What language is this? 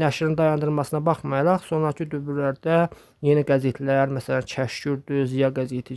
Azerbaijani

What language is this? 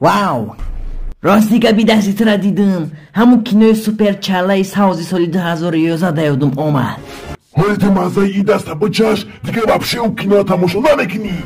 Tajik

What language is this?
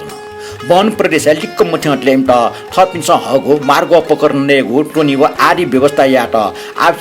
Newari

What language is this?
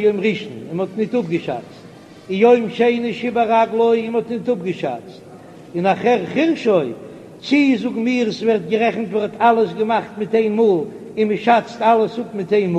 Yiddish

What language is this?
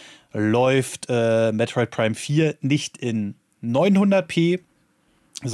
German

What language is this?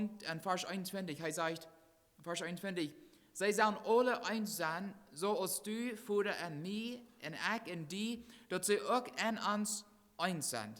Plautdietsch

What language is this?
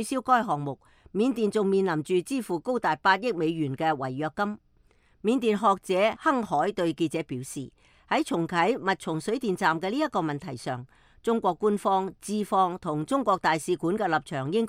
Cantonese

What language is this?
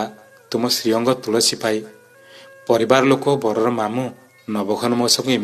Odia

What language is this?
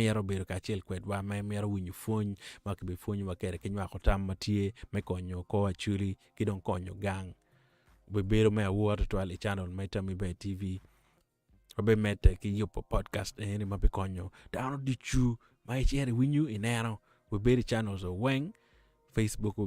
Acoli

